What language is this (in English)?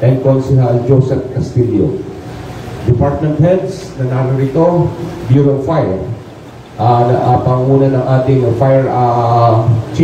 Filipino